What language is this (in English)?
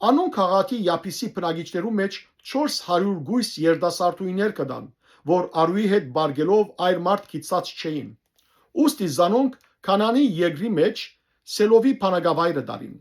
Western Armenian